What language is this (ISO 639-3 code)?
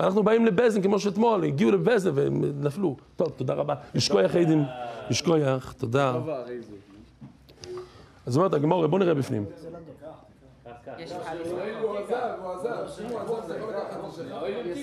heb